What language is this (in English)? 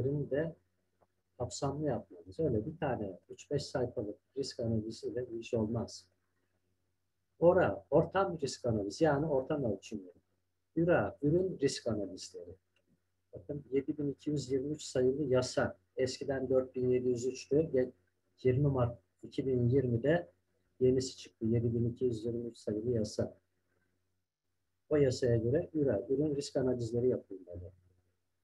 Turkish